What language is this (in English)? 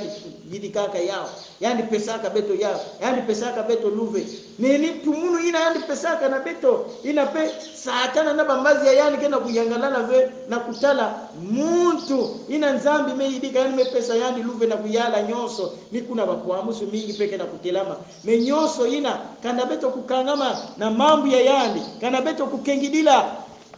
Kongo